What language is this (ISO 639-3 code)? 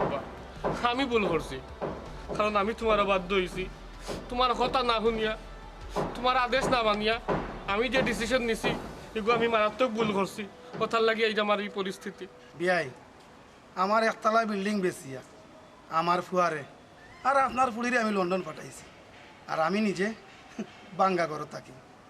syl